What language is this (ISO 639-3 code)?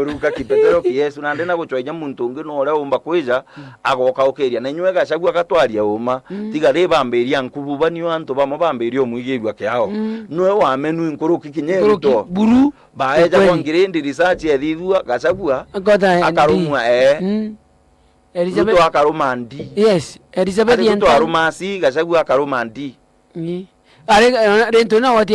mer